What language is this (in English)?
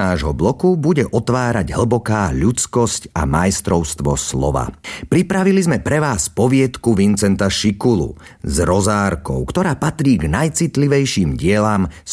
Slovak